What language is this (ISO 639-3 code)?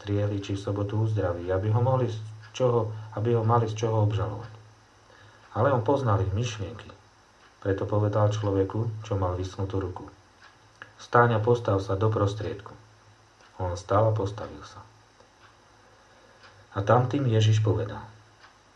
slk